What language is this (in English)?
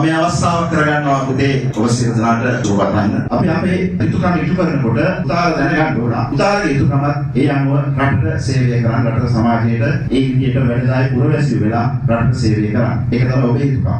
Sinhala